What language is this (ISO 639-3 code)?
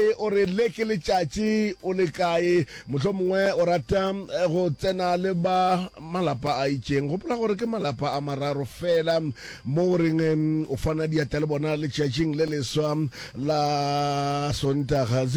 nso